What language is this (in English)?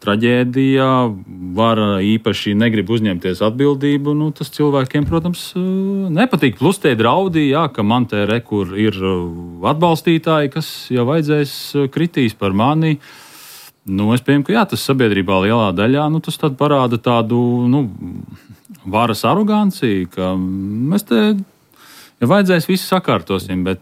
Latvian